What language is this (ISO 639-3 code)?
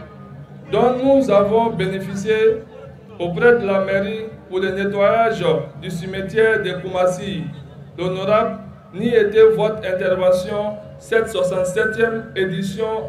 bam